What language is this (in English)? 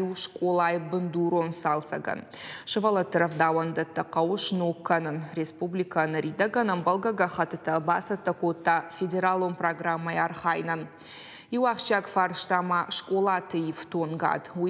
Ossetic